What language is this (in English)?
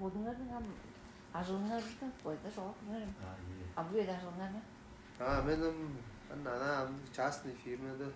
Tuvinian